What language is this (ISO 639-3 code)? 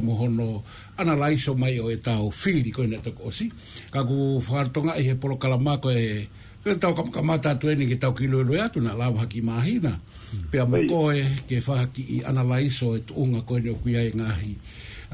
ton